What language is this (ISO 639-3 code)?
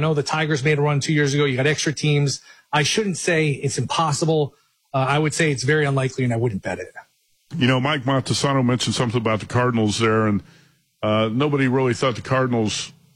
eng